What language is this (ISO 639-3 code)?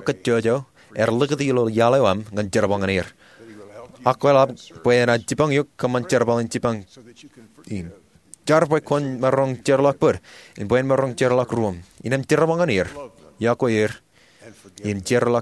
mah